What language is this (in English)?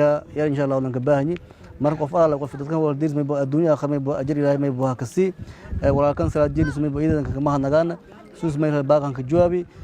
Somali